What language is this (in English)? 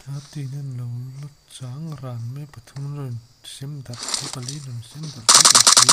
Mizo